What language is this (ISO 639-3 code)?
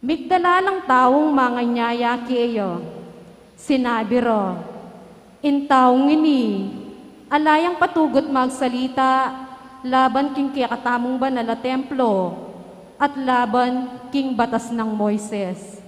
pam